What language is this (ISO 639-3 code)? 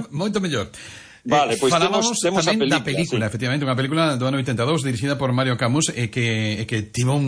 glg